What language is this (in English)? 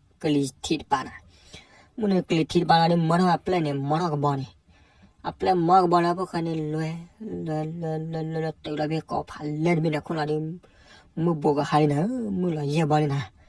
S'gaw Karen